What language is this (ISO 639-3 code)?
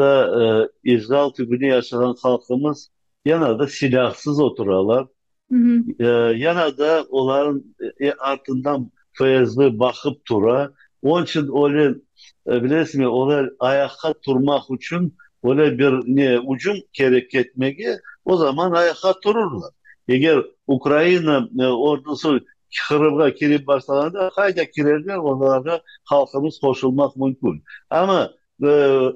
crh